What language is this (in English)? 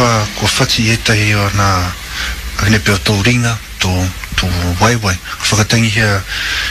Māori